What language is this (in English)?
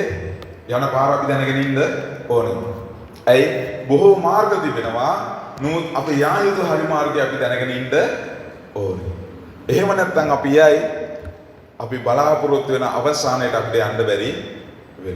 Sinhala